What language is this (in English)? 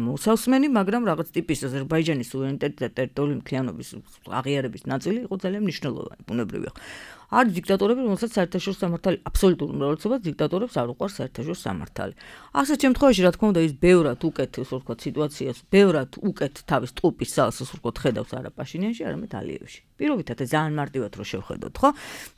Georgian